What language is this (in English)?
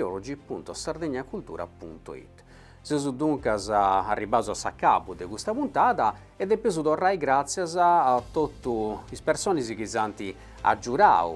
Sardinian